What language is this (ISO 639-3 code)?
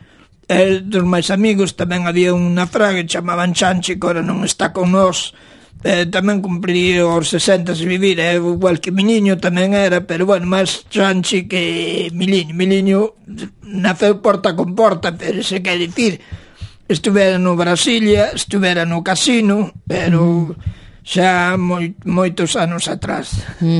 glg